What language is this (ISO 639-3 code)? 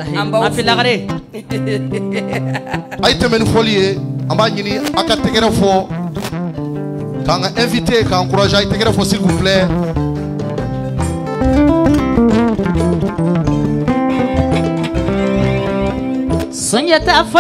bam